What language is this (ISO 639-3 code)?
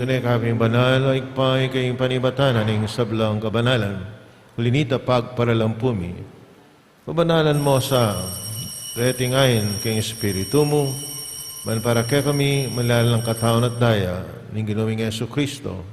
pam